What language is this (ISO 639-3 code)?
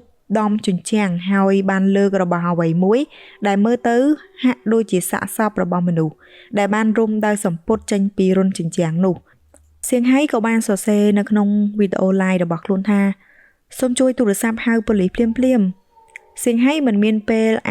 khm